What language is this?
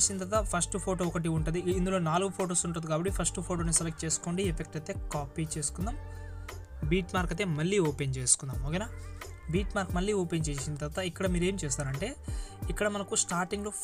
Telugu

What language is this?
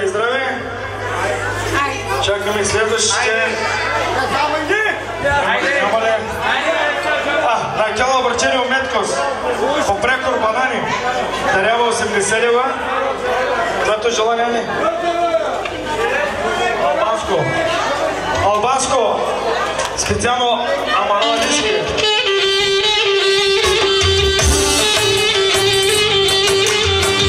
Bulgarian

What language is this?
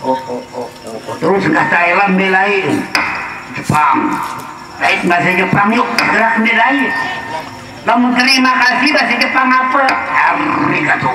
Sasak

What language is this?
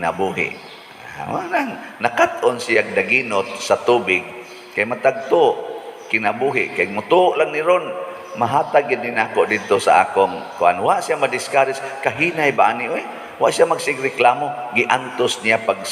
Cebuano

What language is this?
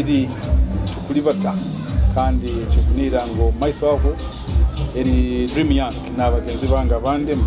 Nyoro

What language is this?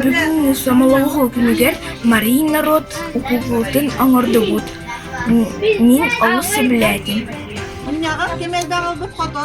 Yakut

